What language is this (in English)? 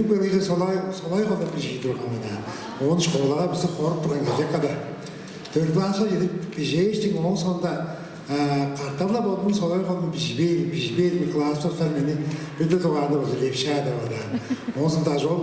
Tuvinian